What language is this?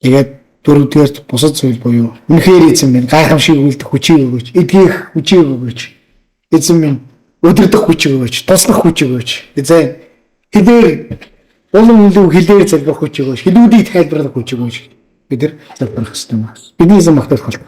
Mongolian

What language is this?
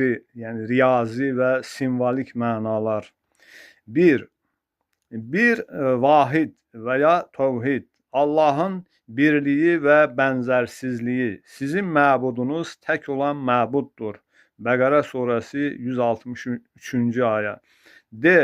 Azerbaijani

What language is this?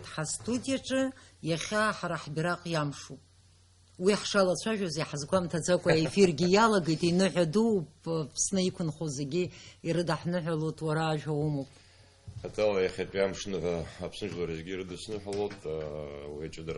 Abkhazian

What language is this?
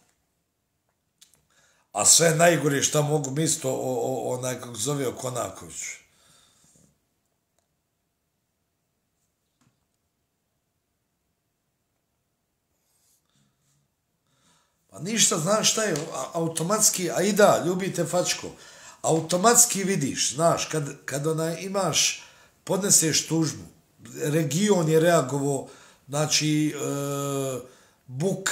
Bosnian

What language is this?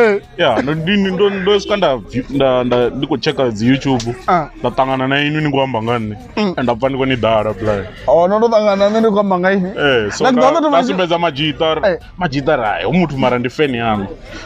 Venda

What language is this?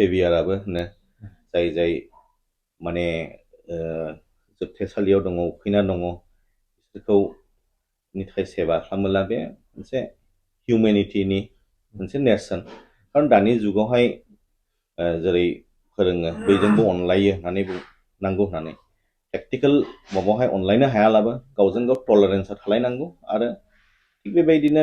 Bodo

